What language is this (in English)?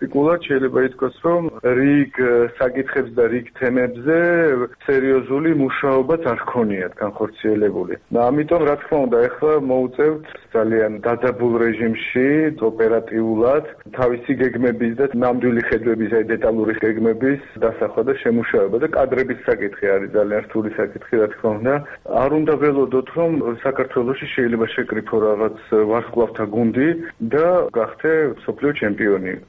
Georgian